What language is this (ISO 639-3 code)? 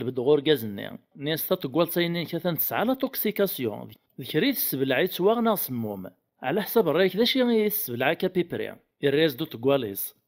kab